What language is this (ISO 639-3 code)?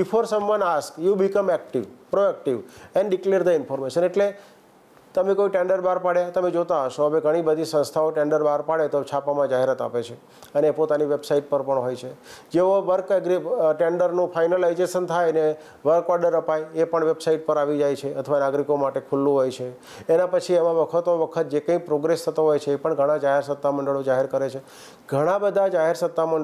guj